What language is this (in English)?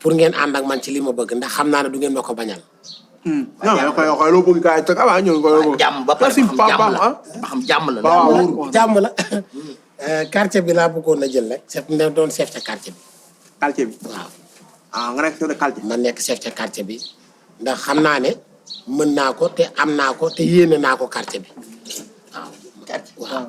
Wolof